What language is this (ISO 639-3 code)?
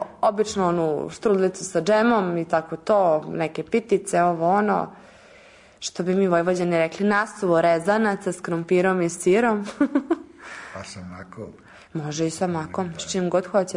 srp